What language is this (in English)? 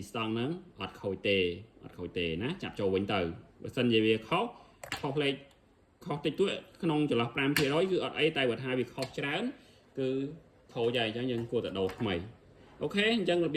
Khmer